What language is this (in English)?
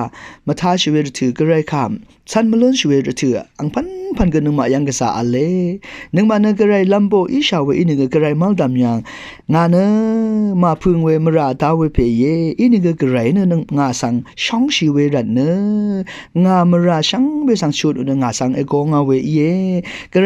Rawang